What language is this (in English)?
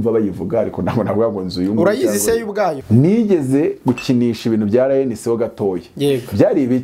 Kinyarwanda